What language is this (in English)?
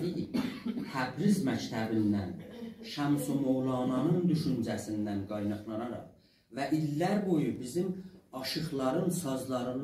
South Azerbaijani